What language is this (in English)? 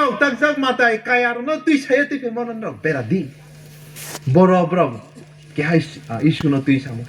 Riang (India)